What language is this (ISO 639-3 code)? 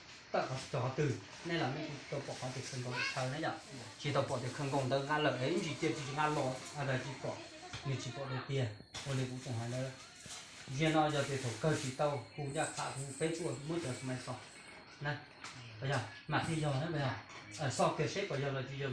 hmn